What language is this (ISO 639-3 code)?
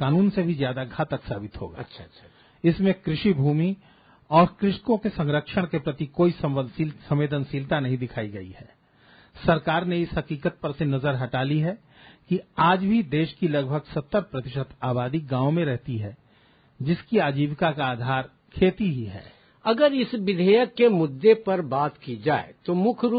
hin